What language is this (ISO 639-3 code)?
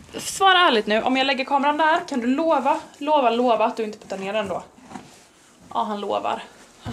swe